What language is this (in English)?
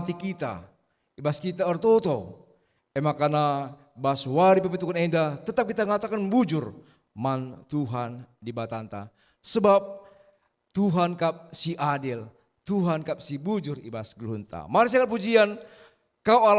Batak Karo